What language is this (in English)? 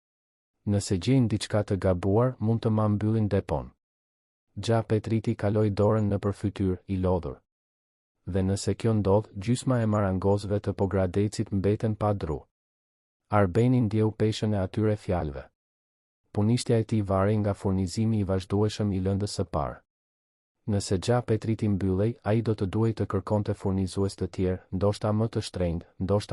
Albanian